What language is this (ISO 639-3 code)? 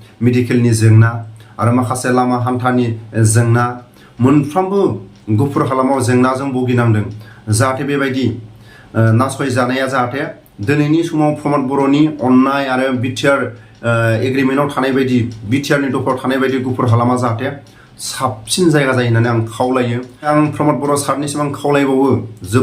brx